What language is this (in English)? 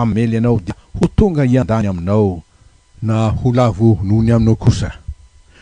Malagasy